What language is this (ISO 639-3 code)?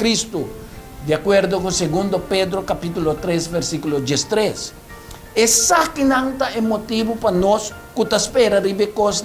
pap